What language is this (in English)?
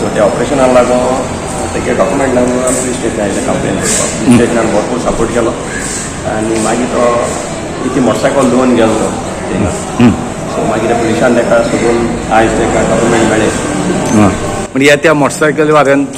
Konkani